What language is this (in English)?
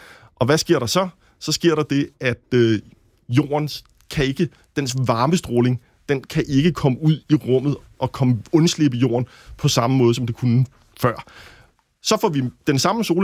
Danish